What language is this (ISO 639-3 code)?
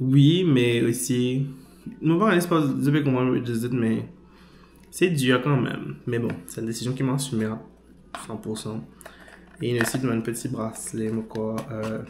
mfe